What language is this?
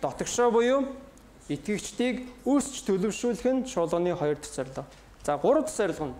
Mongolian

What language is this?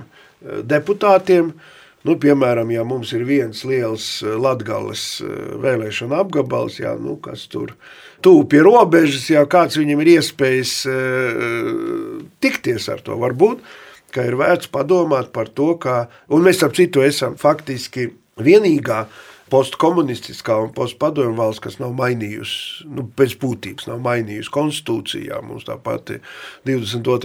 Latvian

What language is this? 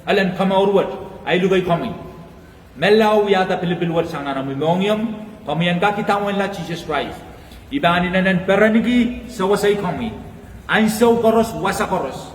Pohnpeian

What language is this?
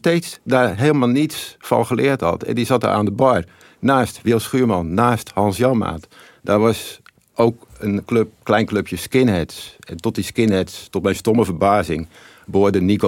Dutch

